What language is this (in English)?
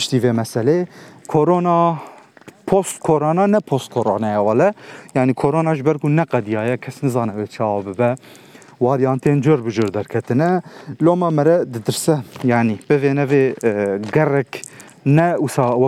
Kurdish